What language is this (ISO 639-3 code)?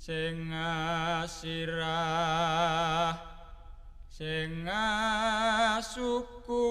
jav